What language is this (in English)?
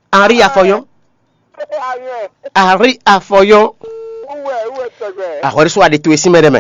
Fon